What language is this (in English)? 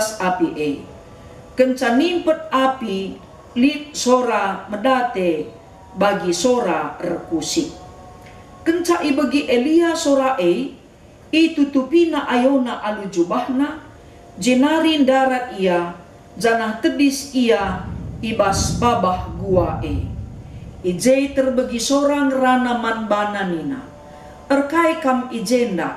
Batak Karo